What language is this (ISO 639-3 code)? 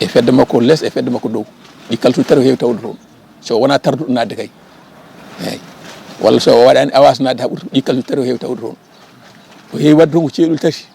ful